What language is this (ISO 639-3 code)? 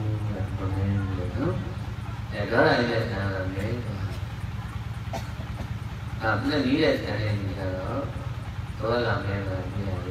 mya